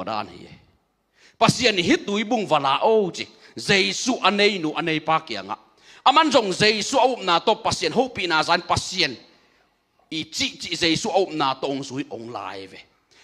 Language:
Tedim Chin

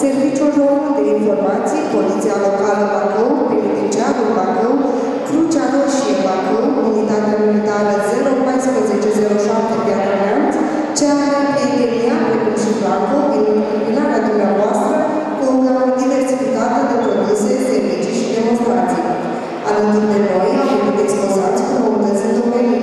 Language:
Romanian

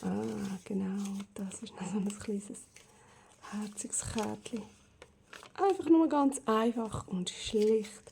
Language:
Swiss German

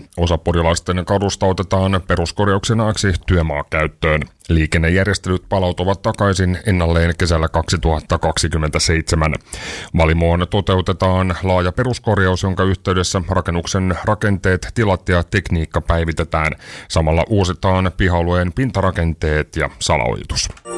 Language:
Finnish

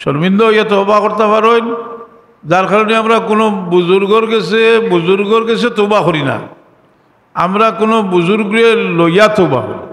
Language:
Sylheti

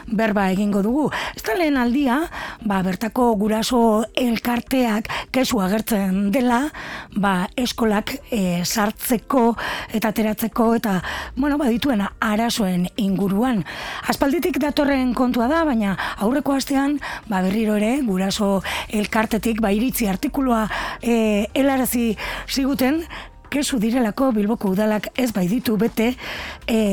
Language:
Basque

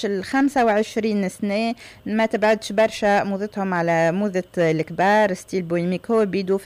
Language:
Tunisian Arabic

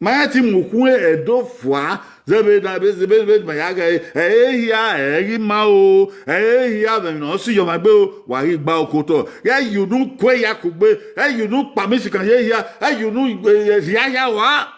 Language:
Bini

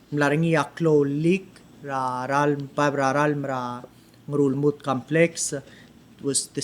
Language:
Palauan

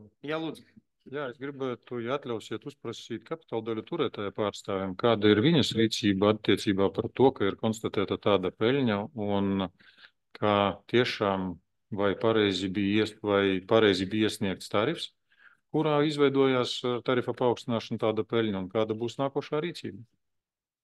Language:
Latvian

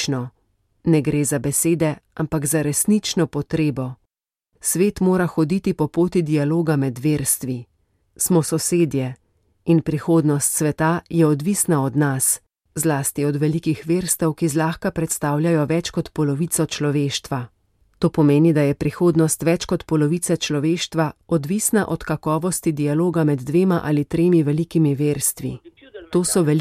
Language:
Slovenian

